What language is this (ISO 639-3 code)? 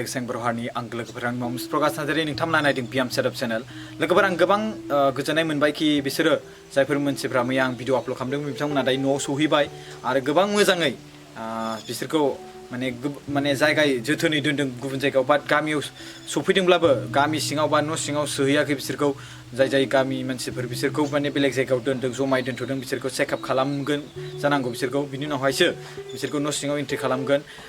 brx